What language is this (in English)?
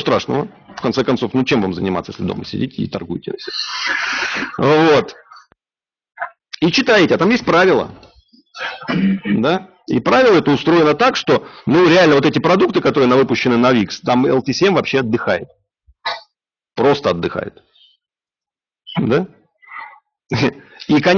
Russian